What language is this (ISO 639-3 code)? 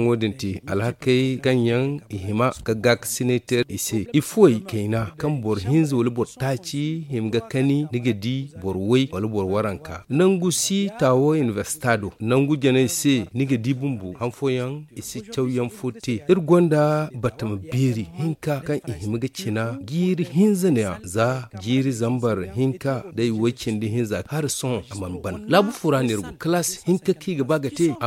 dje